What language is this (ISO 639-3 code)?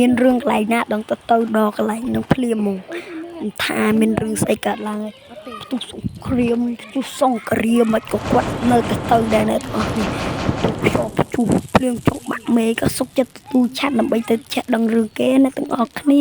khm